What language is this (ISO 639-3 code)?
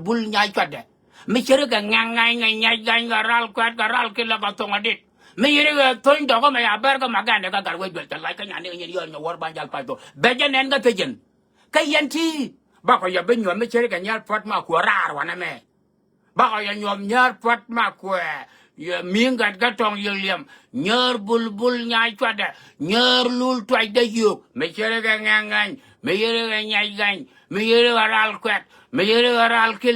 nus